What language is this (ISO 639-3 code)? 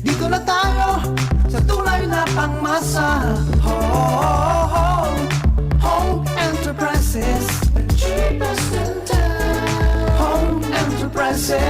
bik